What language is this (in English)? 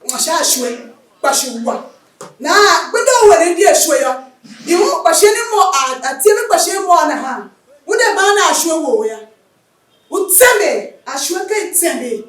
Tiv